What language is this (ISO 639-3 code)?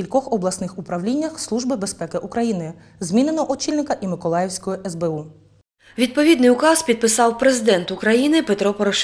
ukr